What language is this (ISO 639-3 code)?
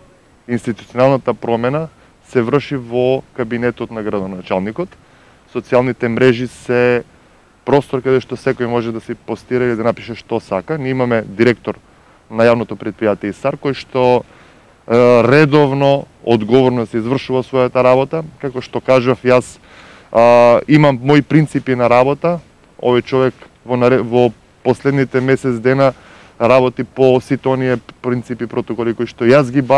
mkd